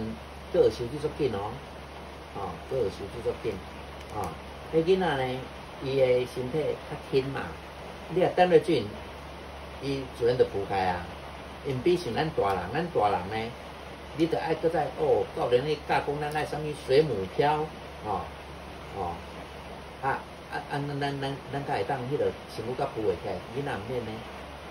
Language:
Min Nan Chinese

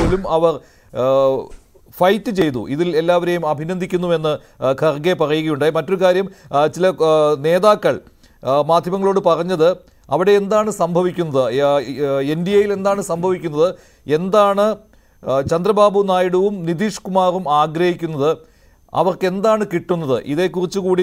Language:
Malayalam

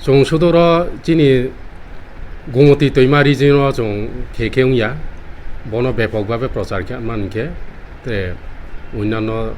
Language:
Riang (India)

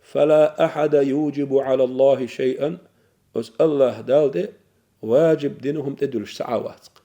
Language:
Chechen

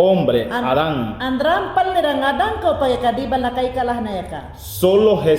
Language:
Mayangna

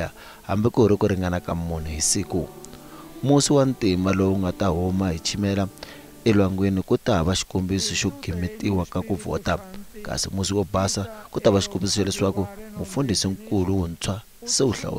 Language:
Tsonga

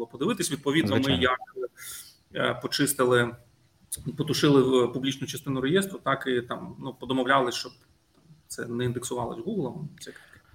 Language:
Ukrainian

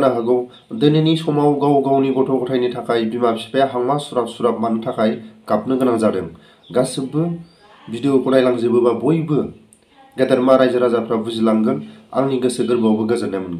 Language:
Bodo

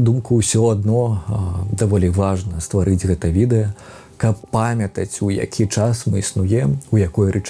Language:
Belarusian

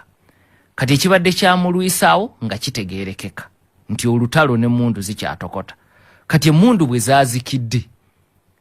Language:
Ganda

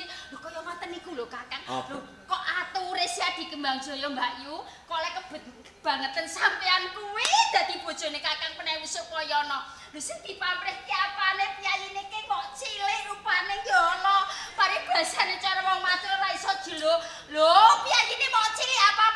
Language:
Javanese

